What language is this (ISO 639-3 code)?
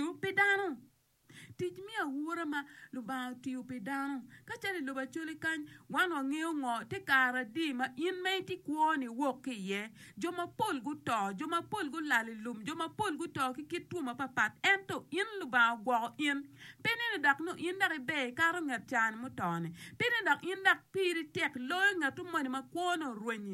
ach